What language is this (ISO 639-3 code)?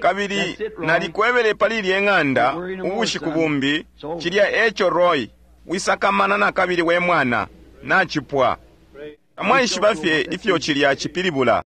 bem